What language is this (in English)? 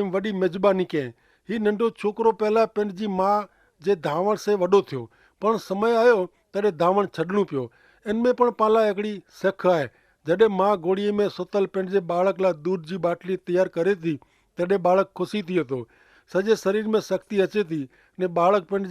Kachhi